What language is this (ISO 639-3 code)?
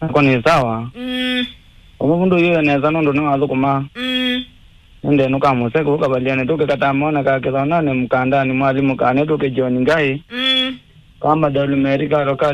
kam